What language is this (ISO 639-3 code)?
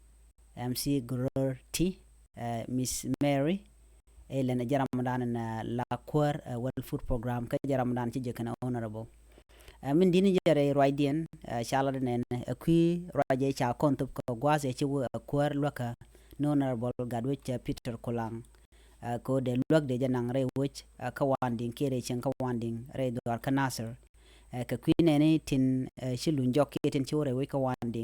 nus